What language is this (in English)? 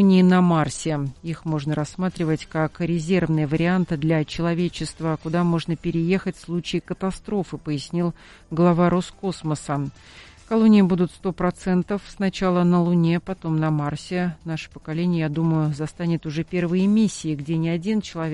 Russian